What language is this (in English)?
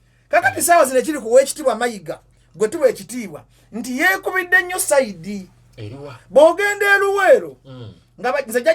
Ganda